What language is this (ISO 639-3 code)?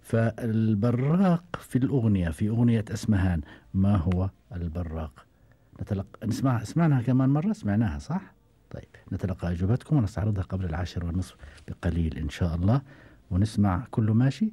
afb